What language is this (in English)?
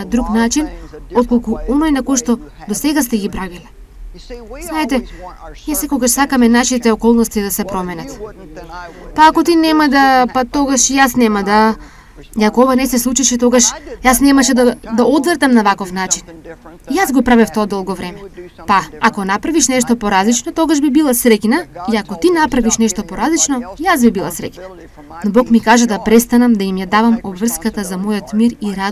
Macedonian